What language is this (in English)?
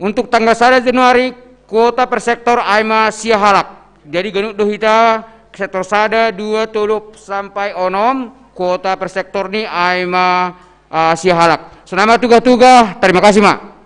Batak Simalungun